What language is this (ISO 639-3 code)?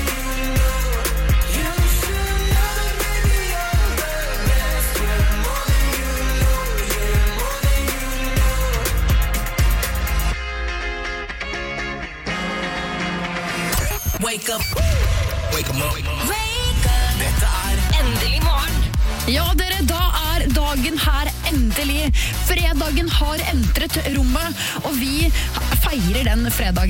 nor